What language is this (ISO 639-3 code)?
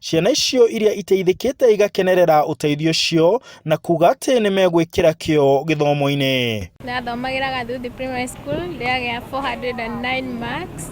kik